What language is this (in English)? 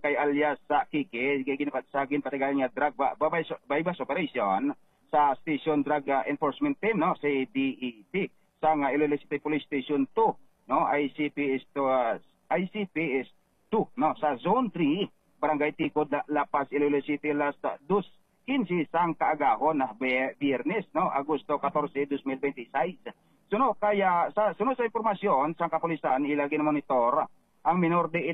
Hiligaynon